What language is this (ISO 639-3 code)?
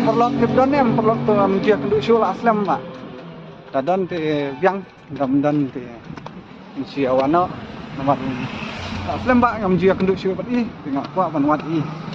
kha